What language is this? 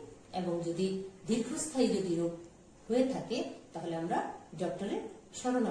Bangla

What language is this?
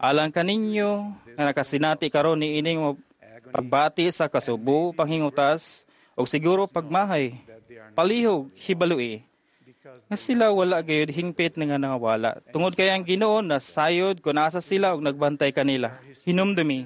Cebuano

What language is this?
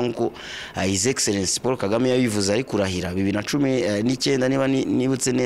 Kinyarwanda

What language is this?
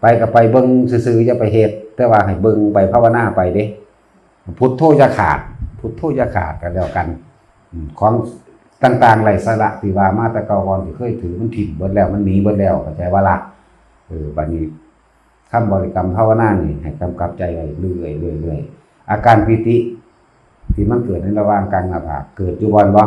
Northeastern Thai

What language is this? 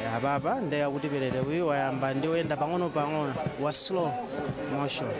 Nyanja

